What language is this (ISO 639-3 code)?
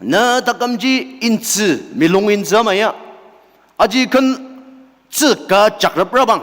njo